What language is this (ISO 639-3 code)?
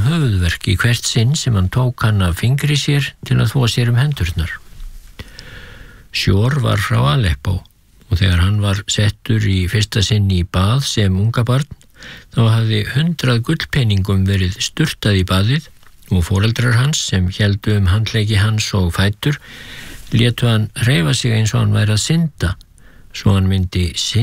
isl